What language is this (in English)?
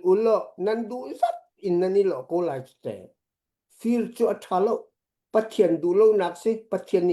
Hakha Chin